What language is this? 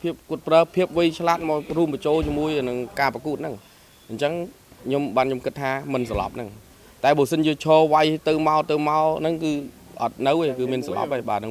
Khmer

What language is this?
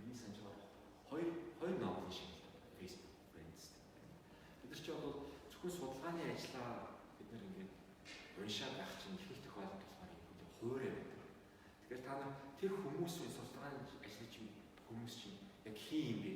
Mongolian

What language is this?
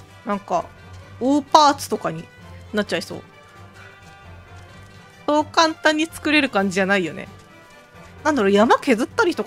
Japanese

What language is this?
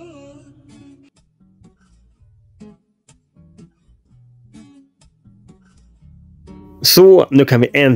Swedish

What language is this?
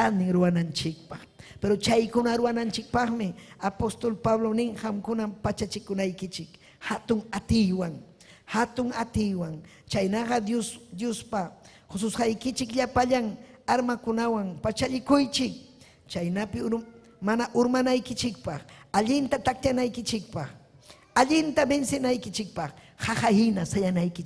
Ayacucho Quechua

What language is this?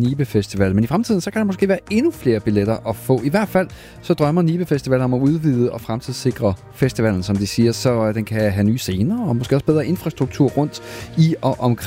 Danish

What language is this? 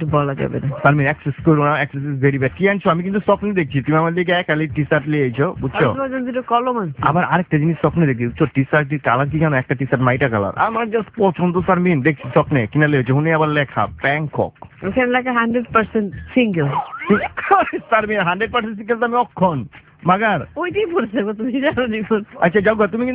Bangla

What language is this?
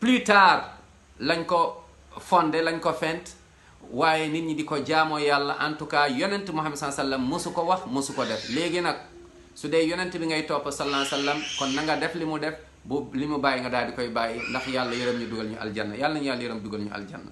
Wolof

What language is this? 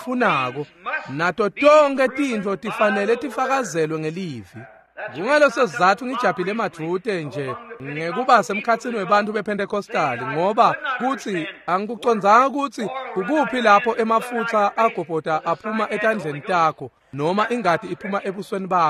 Swati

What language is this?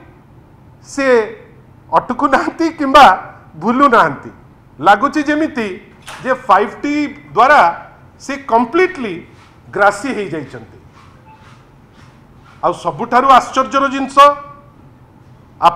Odia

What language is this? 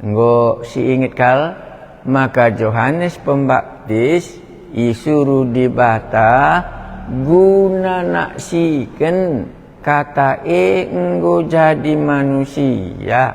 Batak Karo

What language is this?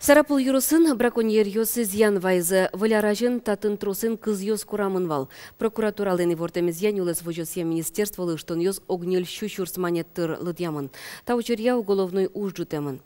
Udmurt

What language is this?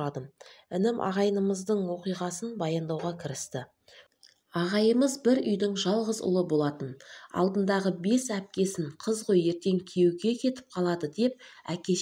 Kazakh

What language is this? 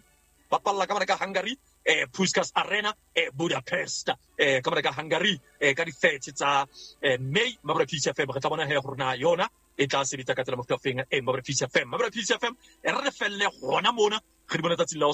Southern Sotho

